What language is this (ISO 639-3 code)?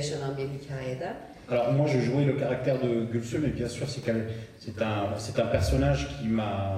fra